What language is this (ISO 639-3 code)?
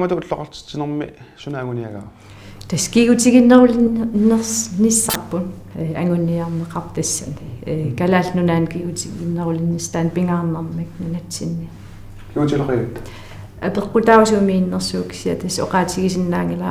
kal